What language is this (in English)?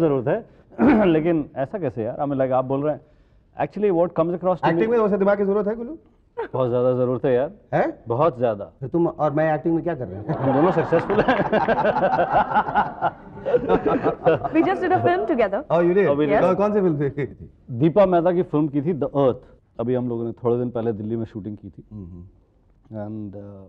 Hindi